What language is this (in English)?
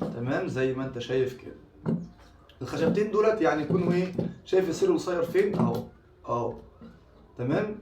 Egyptian Arabic